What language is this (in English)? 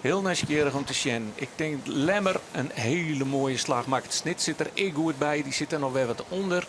Western Frisian